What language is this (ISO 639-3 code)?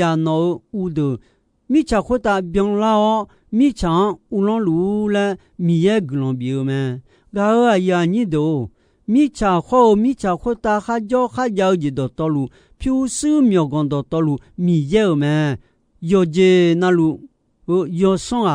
ahk